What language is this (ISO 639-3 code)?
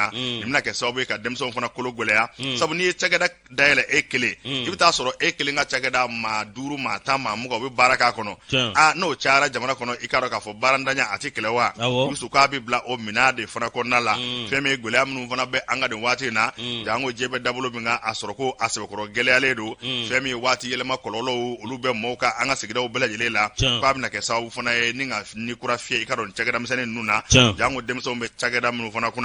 bam